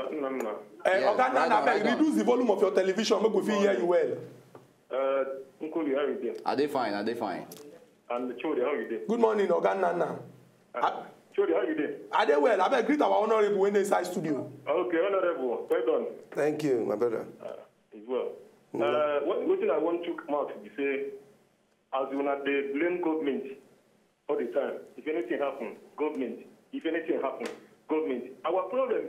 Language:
Nigerian Pidgin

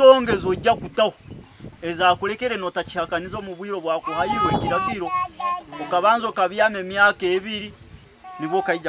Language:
Nyankole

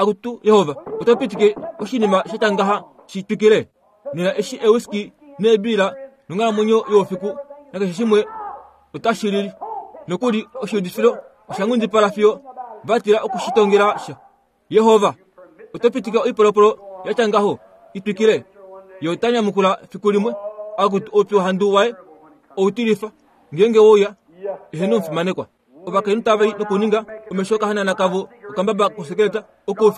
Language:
Kuanyama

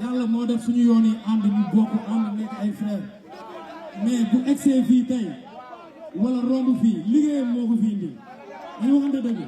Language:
Wolof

